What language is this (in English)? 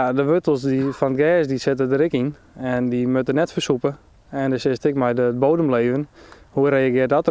Western Frisian